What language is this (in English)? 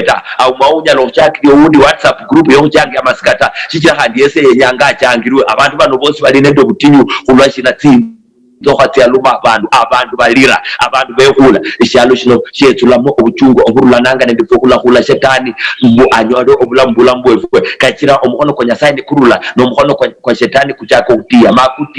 Luyia